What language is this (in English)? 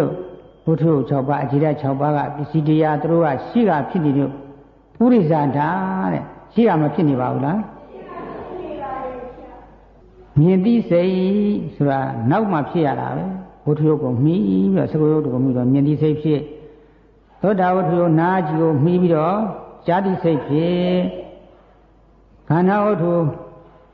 Burmese